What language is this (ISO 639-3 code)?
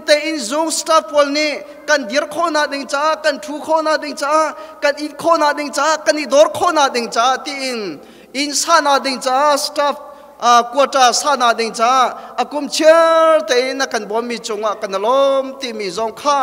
cnh